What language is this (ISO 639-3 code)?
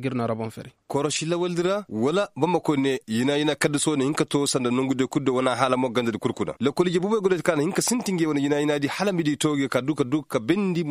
ses